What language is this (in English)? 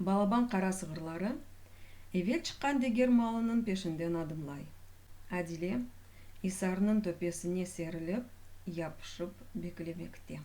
Crimean Tatar